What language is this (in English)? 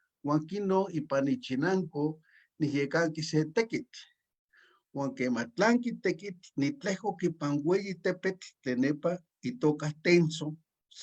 Eastern Huasteca Nahuatl